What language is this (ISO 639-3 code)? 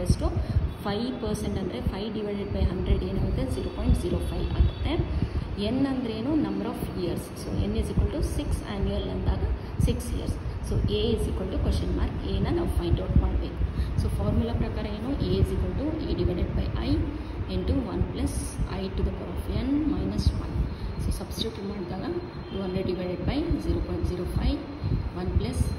kan